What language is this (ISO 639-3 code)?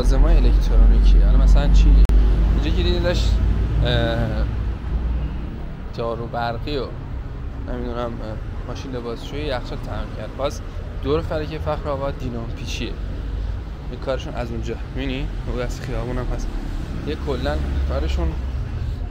fas